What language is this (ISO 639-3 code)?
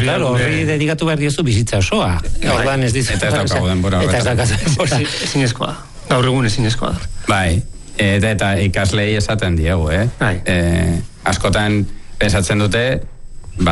eus